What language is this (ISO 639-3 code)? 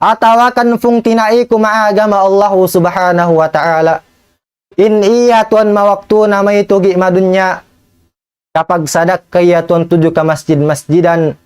tsg